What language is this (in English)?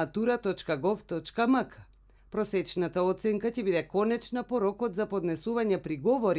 Macedonian